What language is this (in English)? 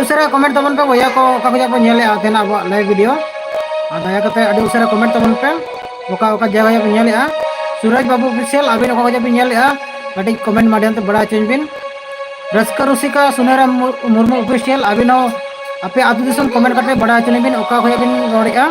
Santali